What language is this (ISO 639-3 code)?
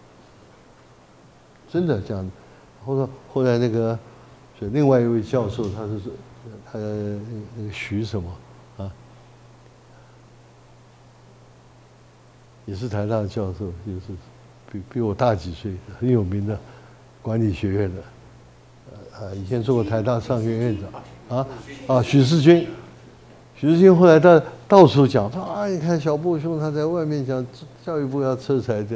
zho